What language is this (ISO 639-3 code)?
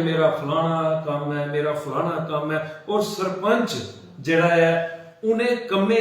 doi